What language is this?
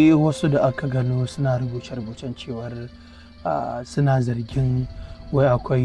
Hausa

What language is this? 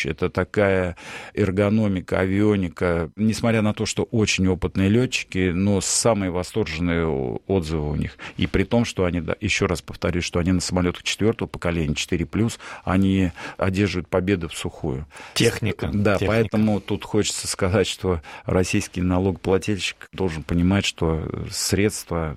Russian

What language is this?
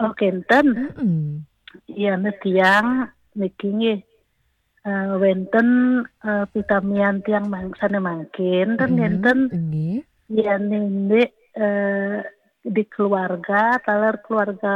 Balinese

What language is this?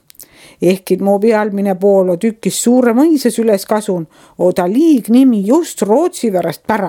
Estonian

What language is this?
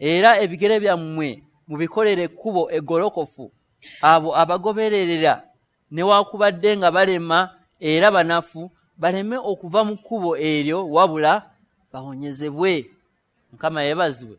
Ganda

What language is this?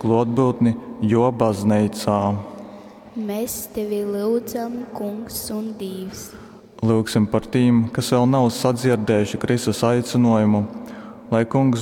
Latgalian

